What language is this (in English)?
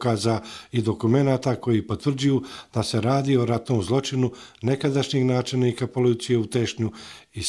Bosnian